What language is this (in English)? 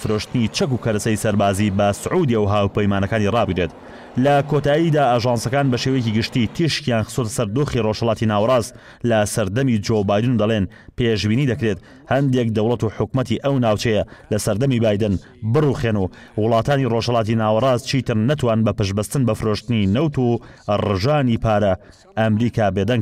Central Kurdish